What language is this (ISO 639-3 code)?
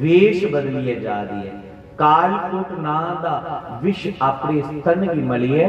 doi